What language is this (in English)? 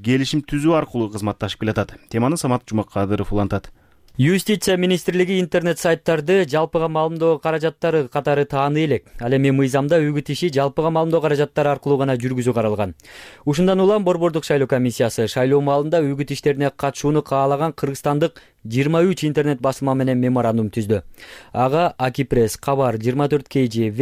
Kyrgyz